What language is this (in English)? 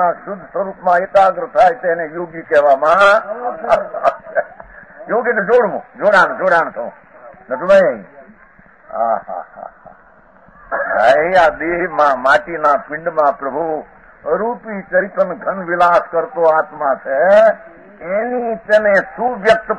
Gujarati